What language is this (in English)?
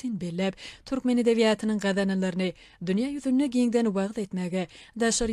Turkmen